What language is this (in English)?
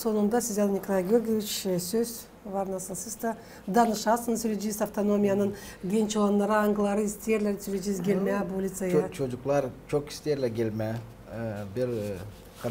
Gagauz